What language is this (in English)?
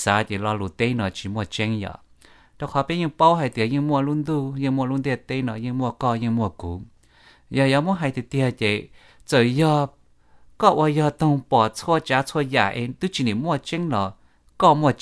Hmong